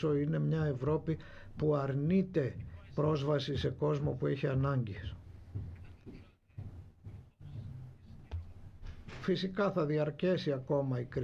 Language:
Greek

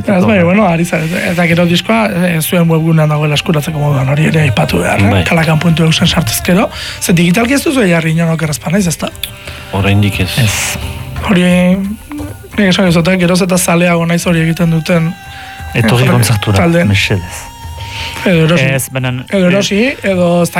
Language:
Basque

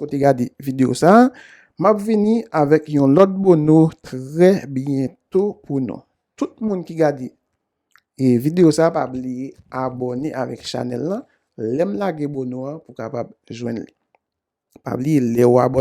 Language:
Haitian Creole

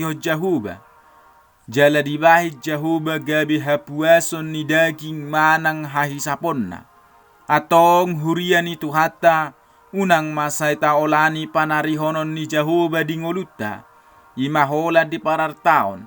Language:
Batak Toba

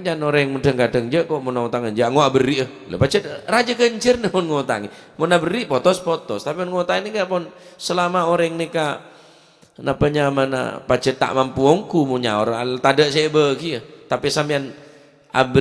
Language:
Madurese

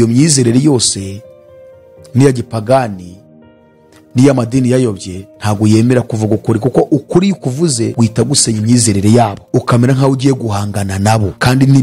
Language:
Kinyarwanda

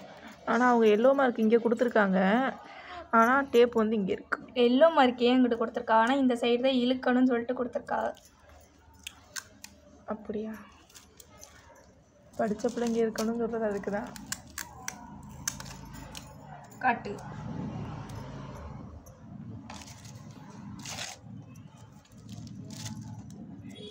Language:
Tamil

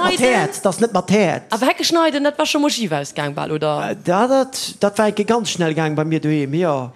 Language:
Luxembourgish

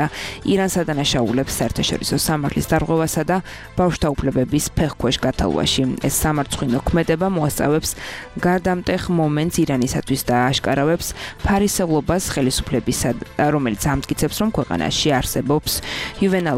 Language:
Georgian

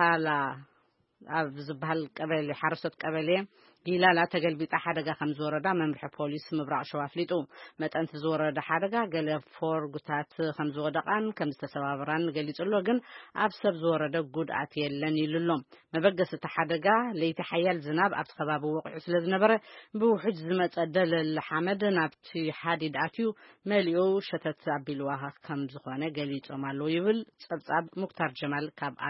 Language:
Tigrinya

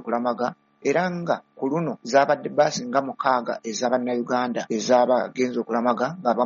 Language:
Ganda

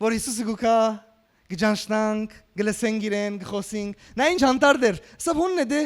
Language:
Western Armenian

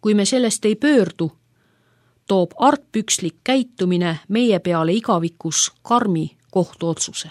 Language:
Estonian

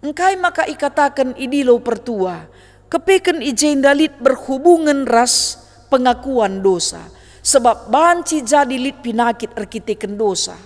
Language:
Batak Karo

